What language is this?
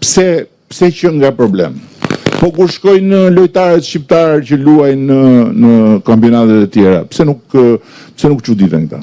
Albanian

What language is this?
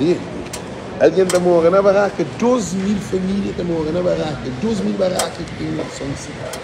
Kabuverdianu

